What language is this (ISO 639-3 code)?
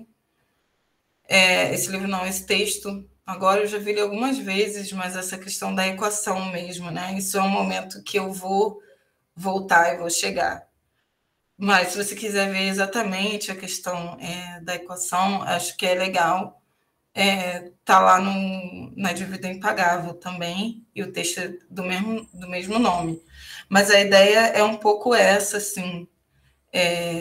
por